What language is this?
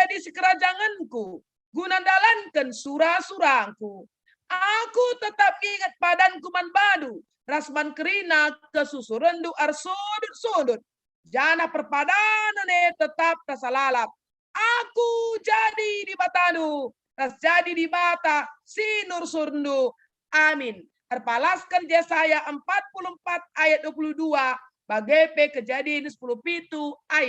Batak Karo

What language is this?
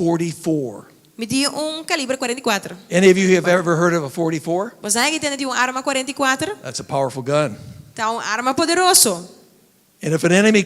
Papiamento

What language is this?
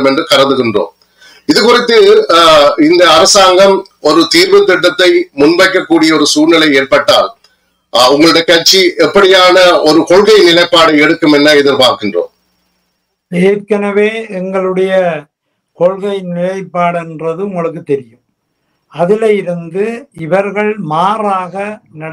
Tamil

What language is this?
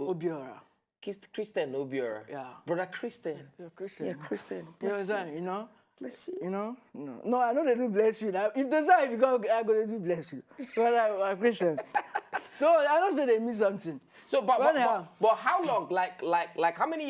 Nigerian Pidgin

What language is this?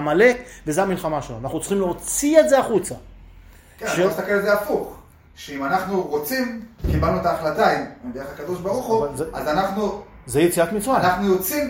Hebrew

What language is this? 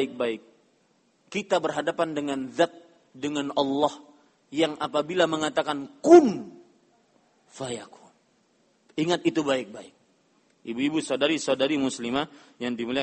Indonesian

